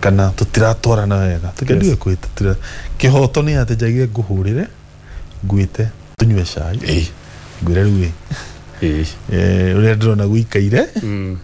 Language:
Kikuyu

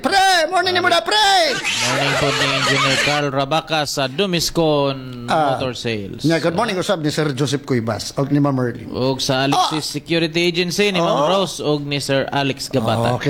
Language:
Cebuano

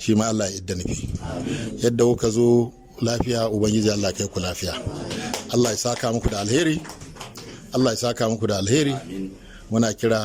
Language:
Hausa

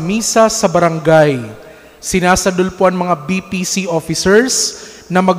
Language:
Bikol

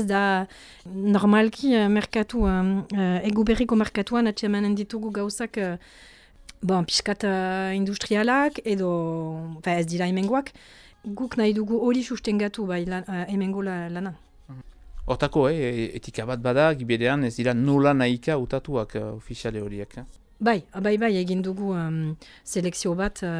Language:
Basque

